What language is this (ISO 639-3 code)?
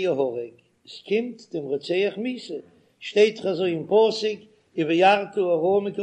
yid